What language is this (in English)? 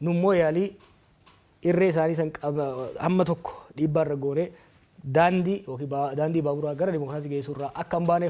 Oromo